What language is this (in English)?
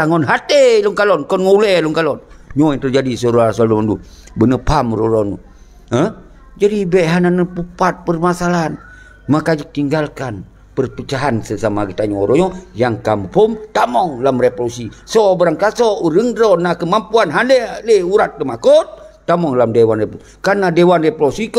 Achinese